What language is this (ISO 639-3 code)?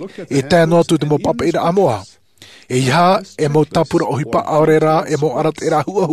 tah